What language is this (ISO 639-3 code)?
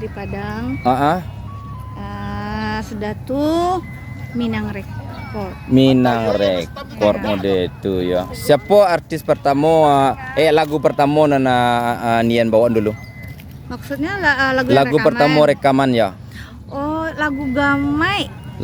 min